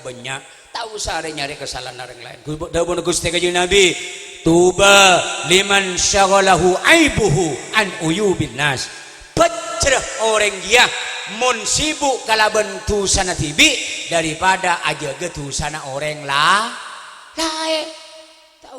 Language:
Madurese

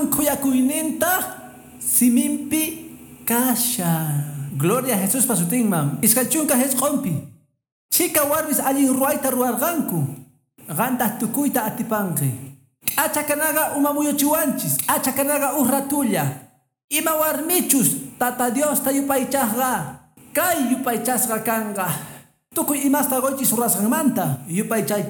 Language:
Quechua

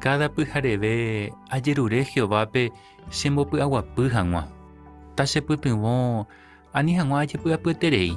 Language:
Guarani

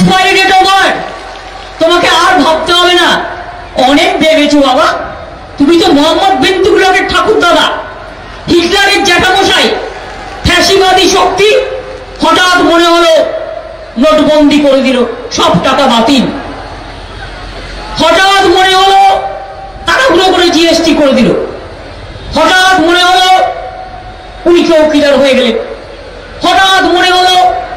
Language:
Bangla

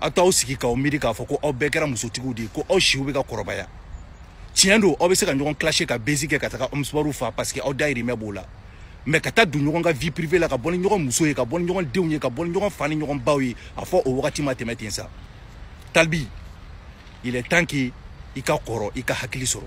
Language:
Bambara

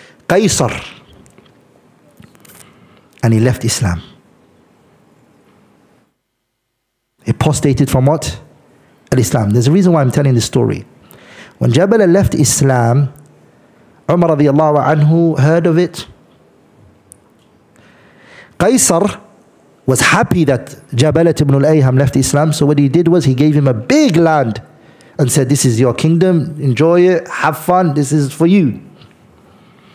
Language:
English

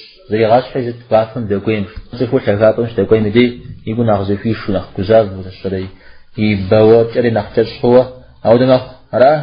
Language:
Kabardian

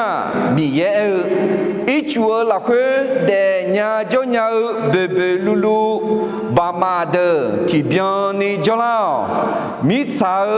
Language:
Akha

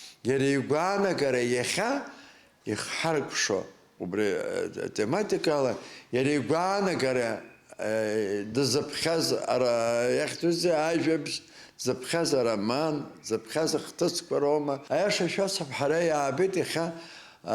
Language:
Abkhazian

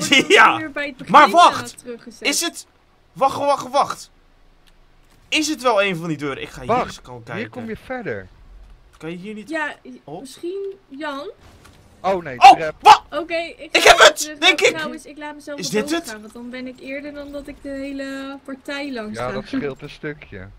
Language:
Dutch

